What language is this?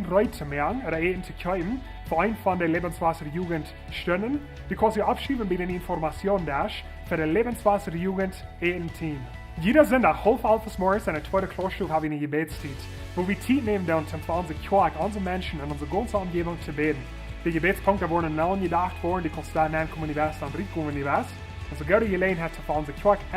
Plautdietsch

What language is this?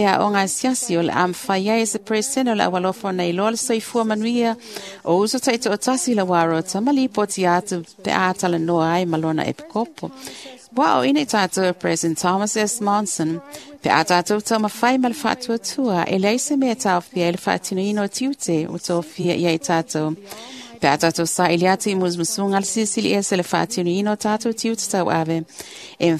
Samoan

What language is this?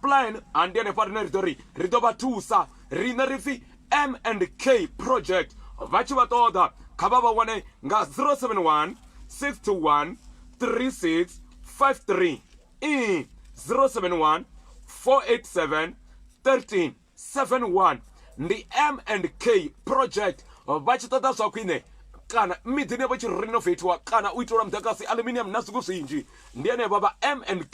Venda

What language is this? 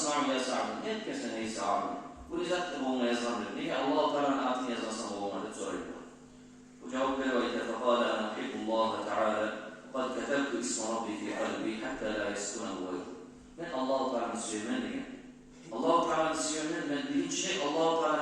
Kumyk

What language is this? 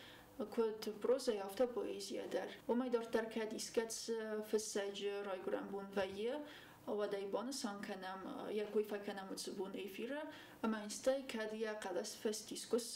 Ossetic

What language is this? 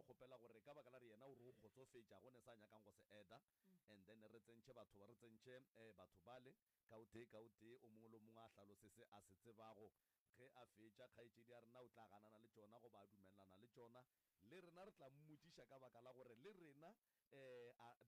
Northern Sotho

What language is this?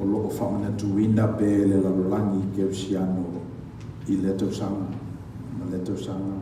Samoan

